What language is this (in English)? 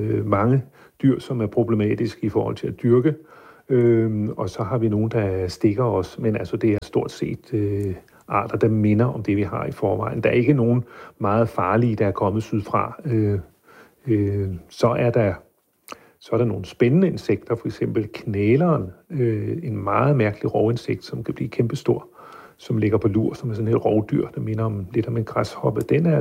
Danish